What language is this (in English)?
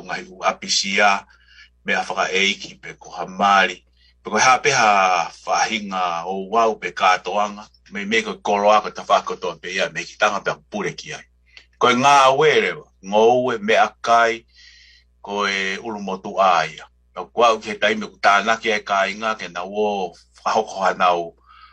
Tongan